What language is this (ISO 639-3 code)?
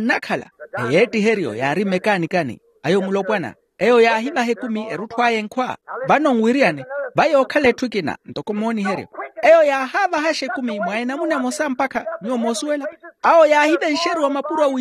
vmw